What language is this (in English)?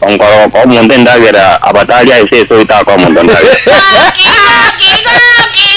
Gusii